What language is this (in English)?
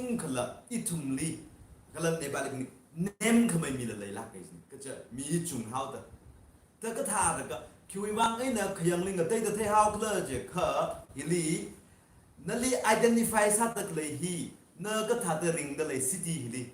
Tangkhul Naga (India)